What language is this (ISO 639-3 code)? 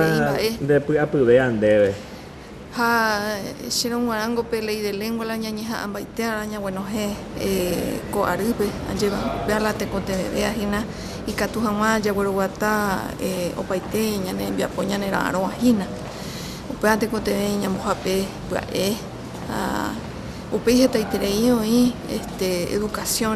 grn